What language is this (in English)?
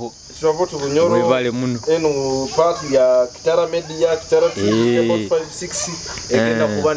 Nyoro